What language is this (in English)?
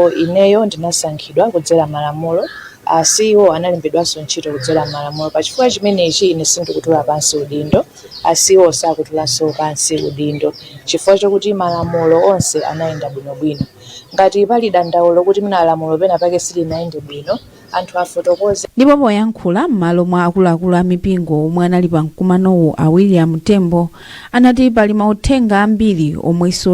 Nyanja